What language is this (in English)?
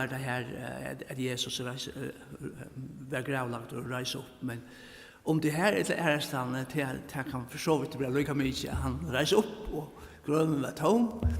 Faroese